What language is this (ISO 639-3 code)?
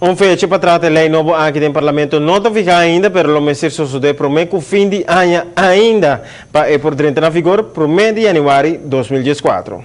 pap